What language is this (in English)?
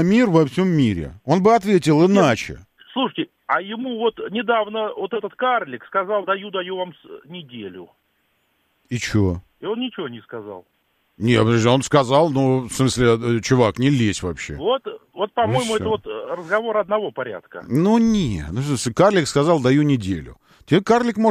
Russian